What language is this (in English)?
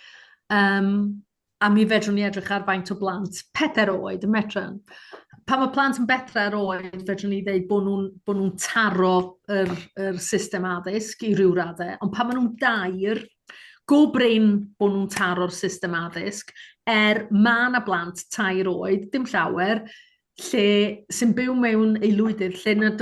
Welsh